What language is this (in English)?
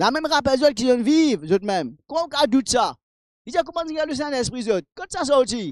Morisyen